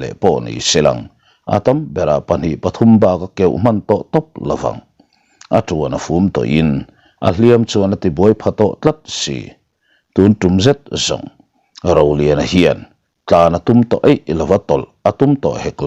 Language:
Mizo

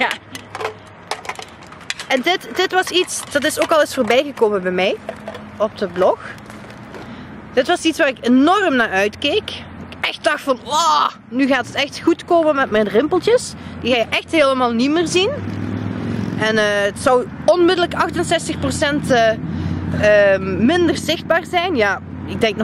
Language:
Dutch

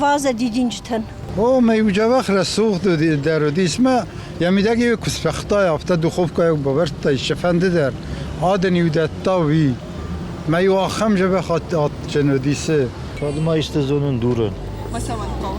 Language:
Ossetic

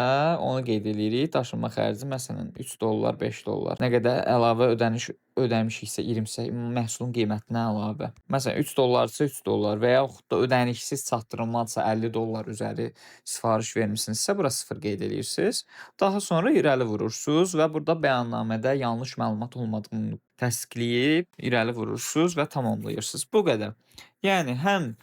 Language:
Azerbaijani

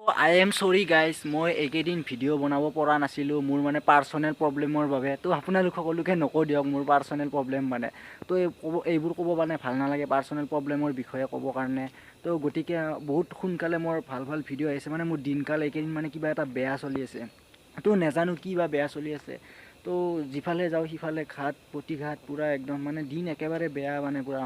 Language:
Assamese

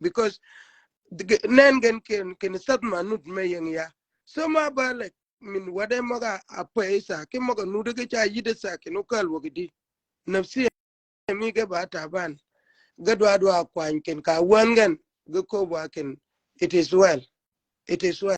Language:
Shilluk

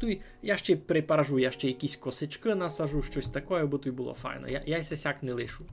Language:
Rusyn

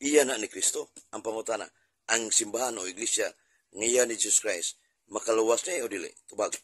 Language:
Cebuano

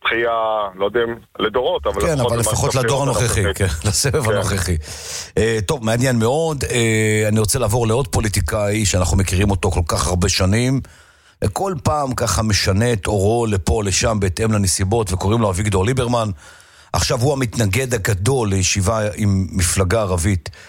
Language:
Hebrew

